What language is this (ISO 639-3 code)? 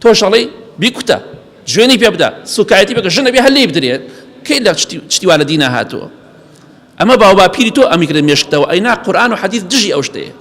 ckb